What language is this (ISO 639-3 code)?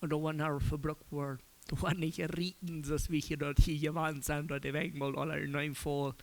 pdt